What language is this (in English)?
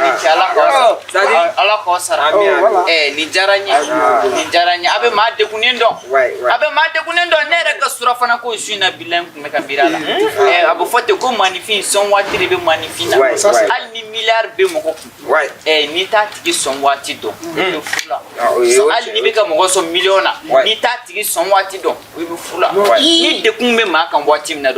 Bambara